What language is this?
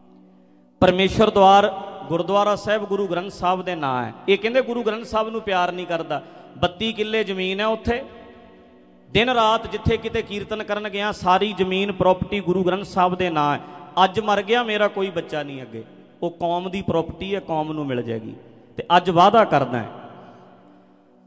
Punjabi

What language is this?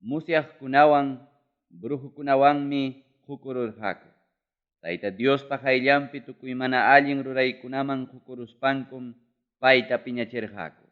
Ayacucho Quechua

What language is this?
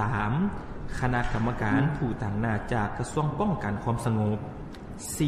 Lao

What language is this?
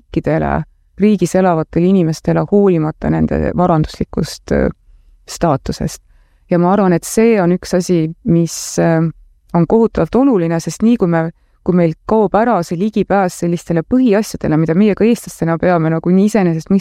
Estonian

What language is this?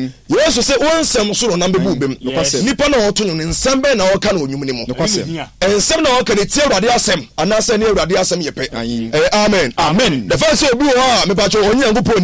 Akan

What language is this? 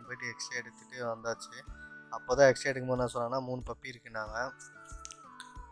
Tamil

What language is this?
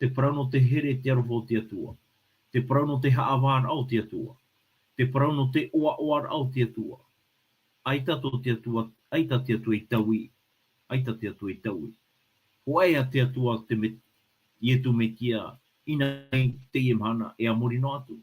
Tahitian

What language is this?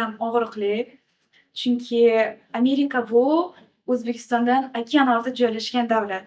Uzbek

